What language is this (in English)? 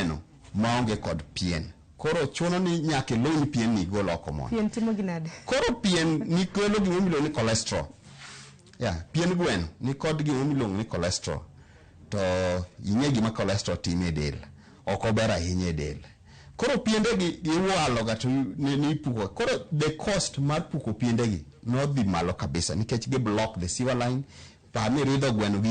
Luo (Kenya and Tanzania)